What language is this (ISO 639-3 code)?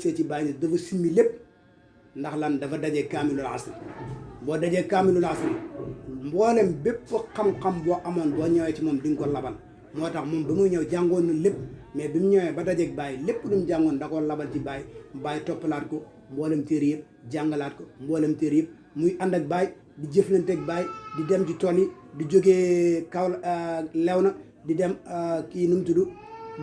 wol